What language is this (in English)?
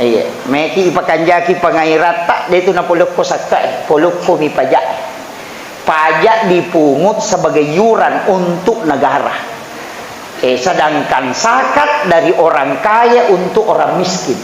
Buginese